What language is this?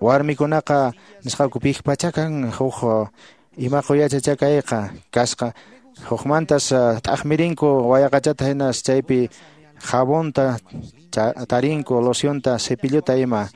Quechua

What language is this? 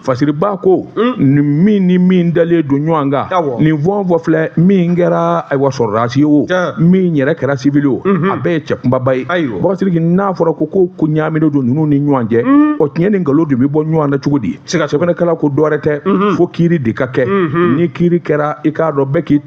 Bambara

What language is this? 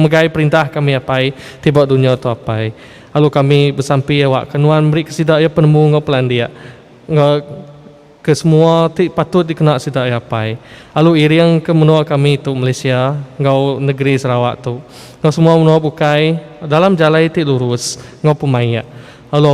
Iban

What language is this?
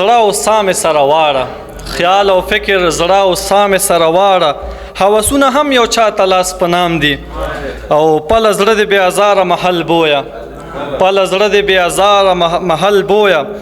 Pashto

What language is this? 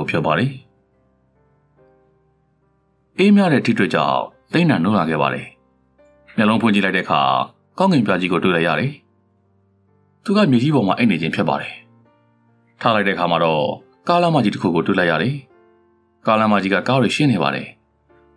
Burmese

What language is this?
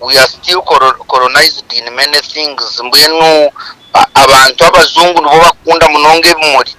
Nyankole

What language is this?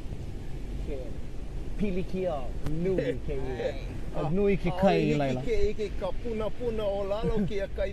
Hawaiian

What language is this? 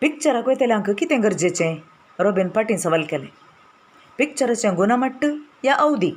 Konkani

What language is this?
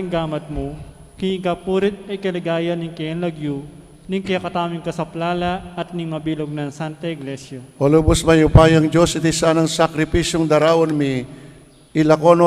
Pampanga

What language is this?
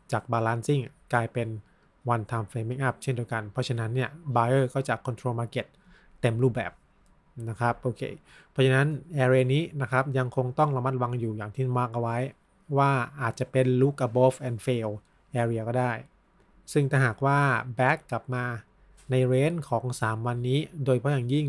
Thai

